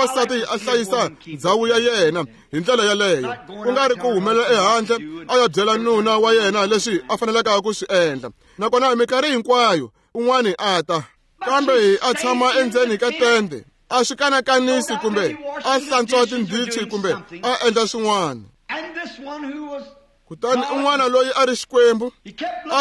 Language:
Tsonga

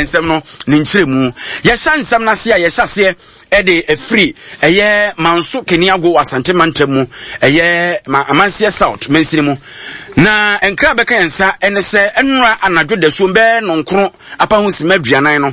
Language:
Akan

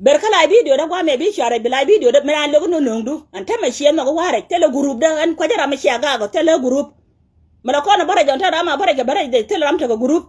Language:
Nuer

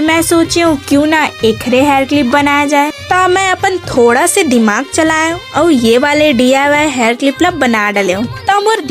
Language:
Chhattisgarhi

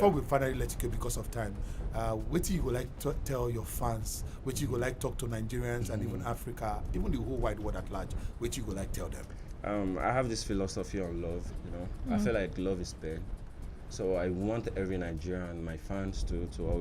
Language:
Nigerian Pidgin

